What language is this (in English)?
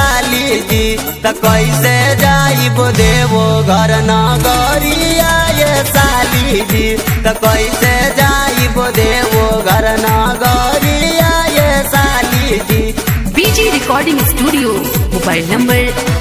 Bhojpuri